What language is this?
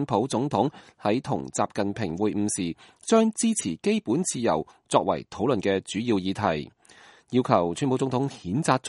Cantonese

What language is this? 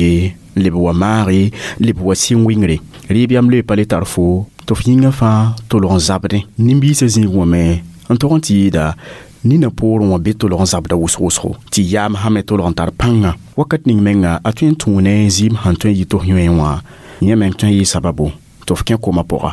Mossi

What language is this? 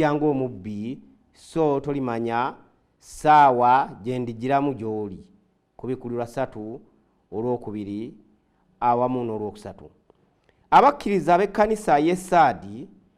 Ganda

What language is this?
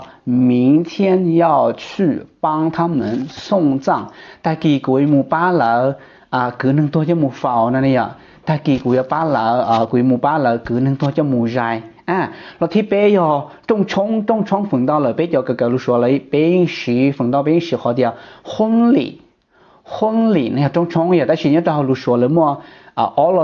Hmong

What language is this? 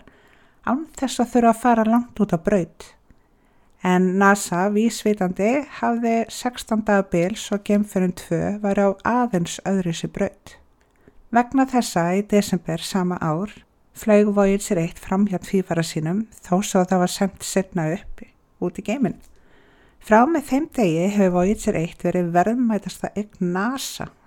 Icelandic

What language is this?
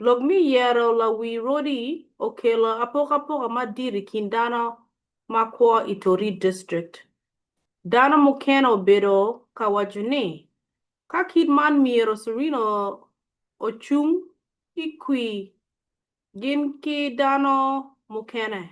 Acoli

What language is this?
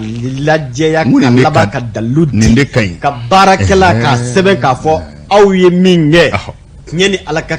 Bambara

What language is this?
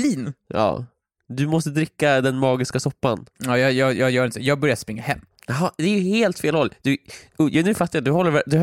Swedish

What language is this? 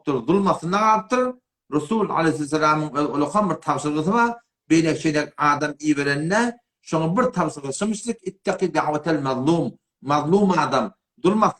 Turkmen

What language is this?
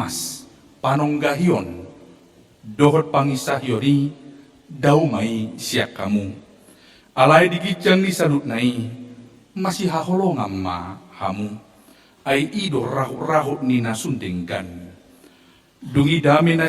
Batak Toba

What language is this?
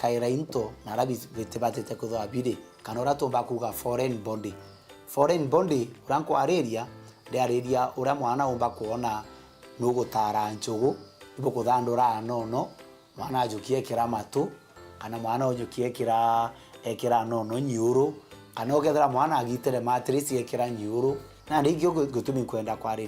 Meru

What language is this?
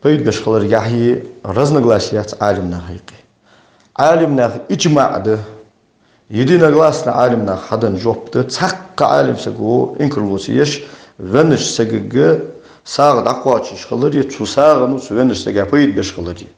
Ingush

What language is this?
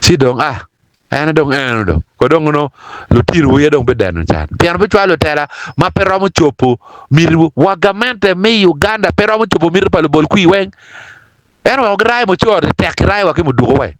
Acoli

